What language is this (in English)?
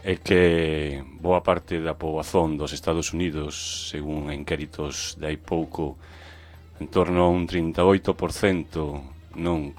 Galician